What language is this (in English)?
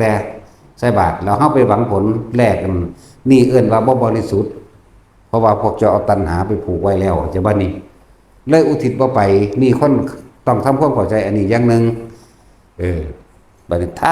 Northeastern Thai